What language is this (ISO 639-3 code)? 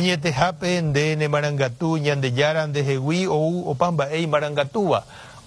grn